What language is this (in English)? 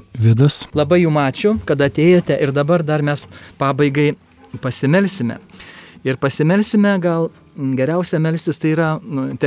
Lithuanian